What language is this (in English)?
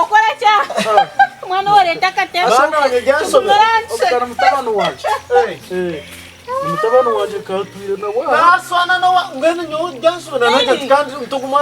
Nyankole